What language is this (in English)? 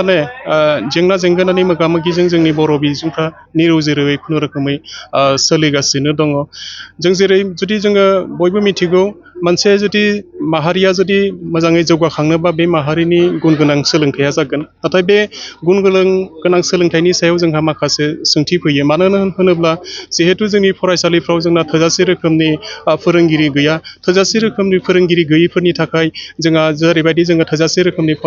Bodo